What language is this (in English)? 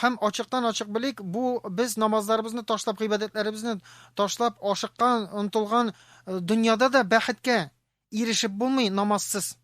Tatar